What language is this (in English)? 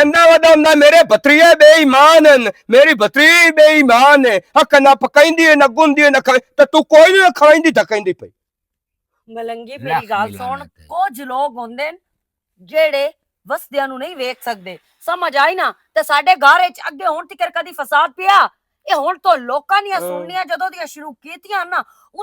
Western Panjabi